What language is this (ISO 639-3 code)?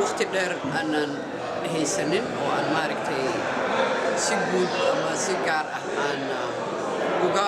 som